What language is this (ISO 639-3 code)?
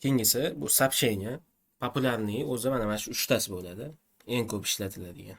uzb